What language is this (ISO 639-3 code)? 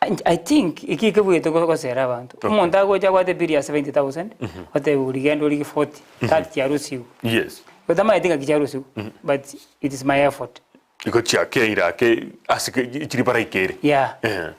guz